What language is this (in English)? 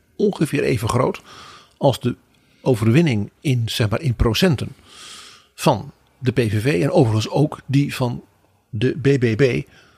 Dutch